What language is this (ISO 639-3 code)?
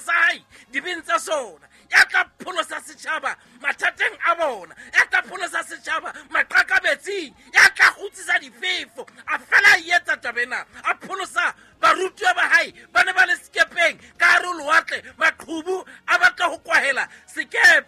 sot